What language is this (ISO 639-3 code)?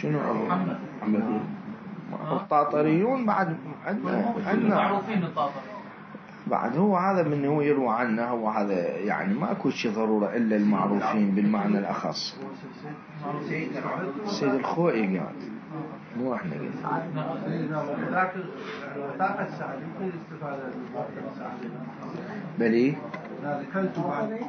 acm